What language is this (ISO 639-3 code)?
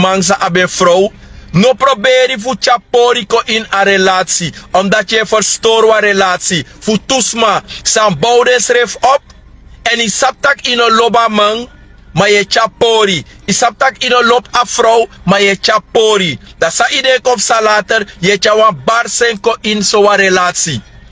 srn